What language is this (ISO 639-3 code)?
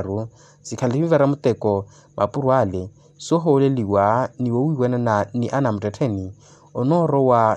vmw